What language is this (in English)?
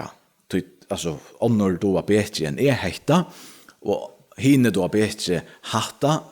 Faroese